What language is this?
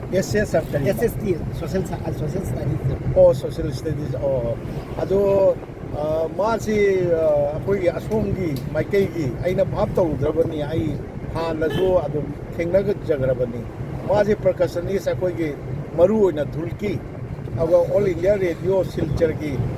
Manipuri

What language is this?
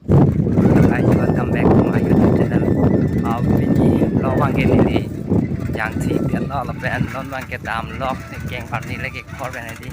Karbi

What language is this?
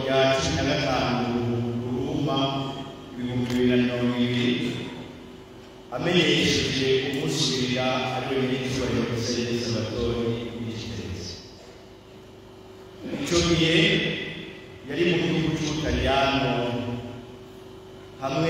Rundi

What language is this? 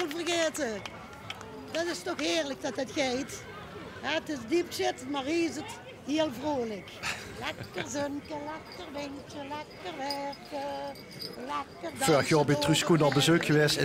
Limburgish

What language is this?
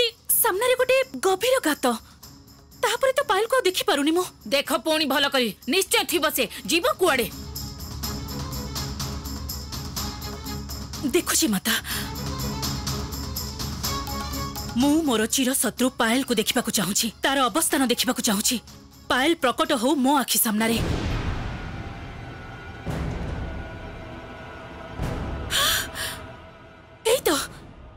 Odia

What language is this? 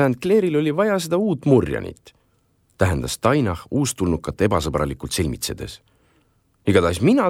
Estonian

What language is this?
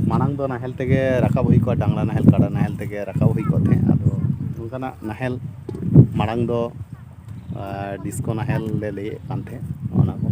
Santali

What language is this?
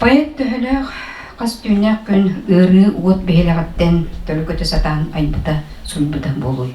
Yakut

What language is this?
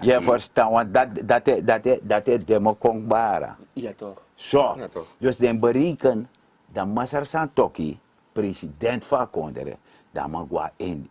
Sranan Tongo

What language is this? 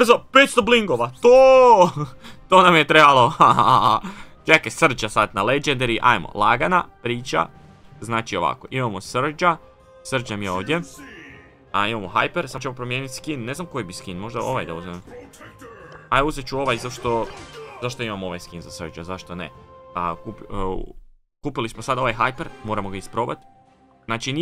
Croatian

